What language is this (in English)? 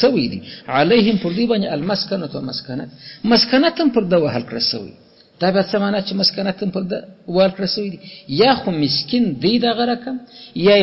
Pashto